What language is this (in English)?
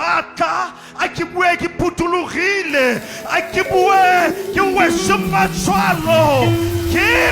Tswana